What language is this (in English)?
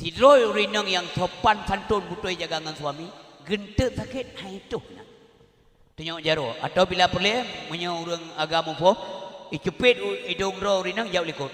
Achinese